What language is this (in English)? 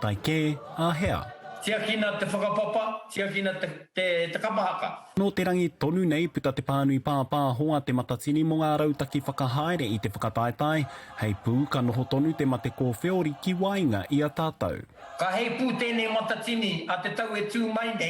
Māori